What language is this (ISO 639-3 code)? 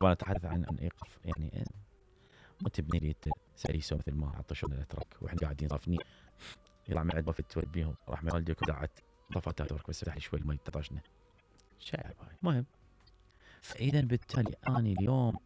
acm